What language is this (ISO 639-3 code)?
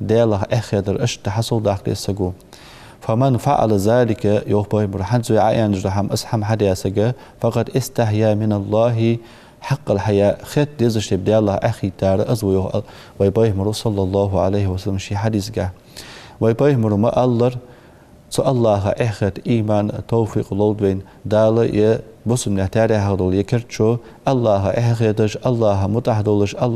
inh